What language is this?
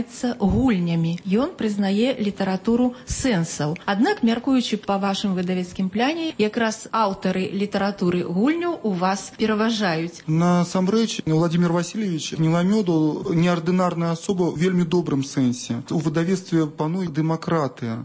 Belarusian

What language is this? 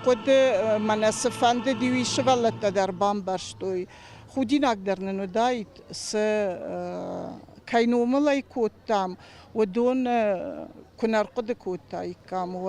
Ossetic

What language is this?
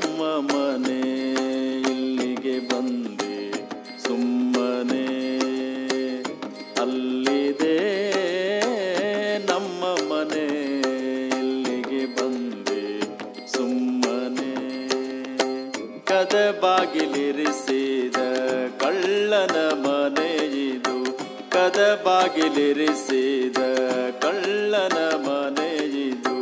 Kannada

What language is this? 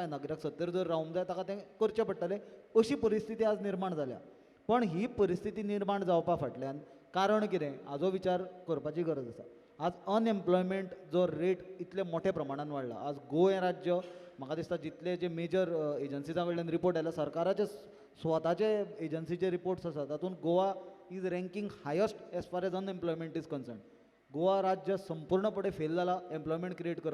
Konkani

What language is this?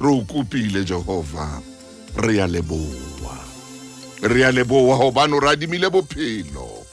Southern Sotho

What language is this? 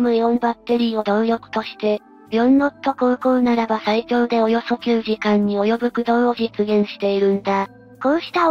Japanese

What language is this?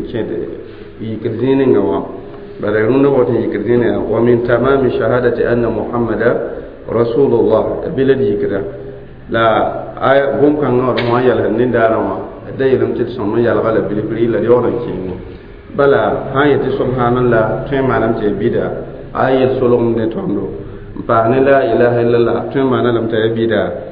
Mossi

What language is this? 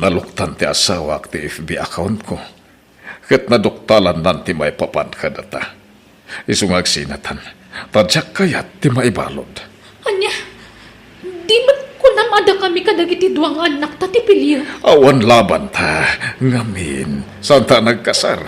Iloko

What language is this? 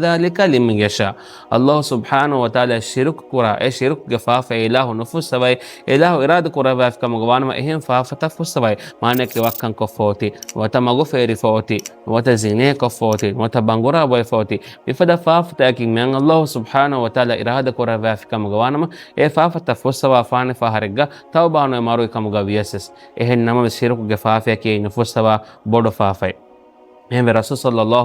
Divehi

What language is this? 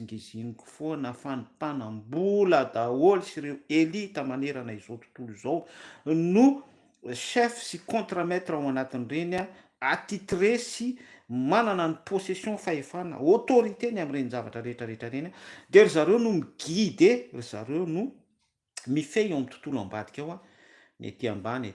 Malagasy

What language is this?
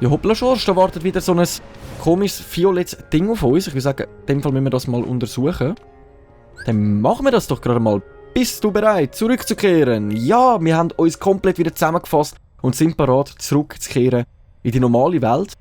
Swiss German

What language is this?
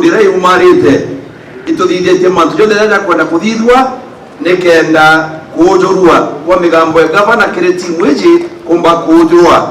Meru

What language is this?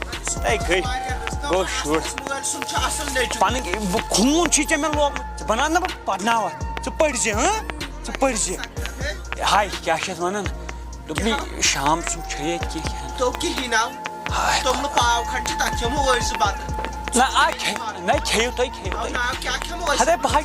Kashmiri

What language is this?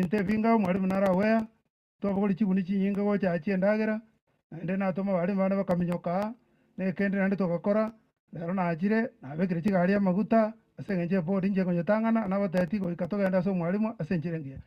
Gusii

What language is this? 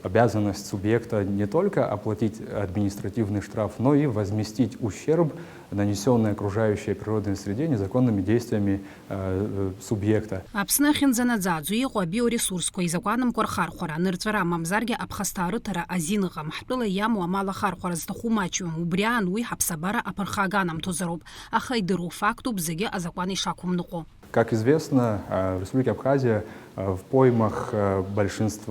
Abkhazian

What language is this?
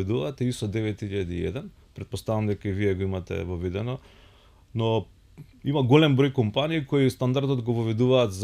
Macedonian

